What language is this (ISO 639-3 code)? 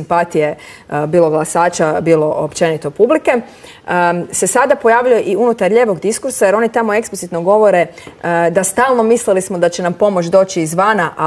hrv